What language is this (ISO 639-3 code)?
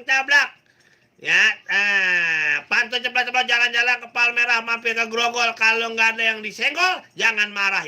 bew